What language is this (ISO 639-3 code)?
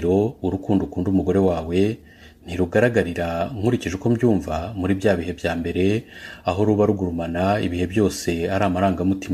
kin